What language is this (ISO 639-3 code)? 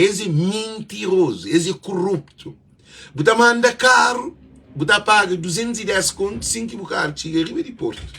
kea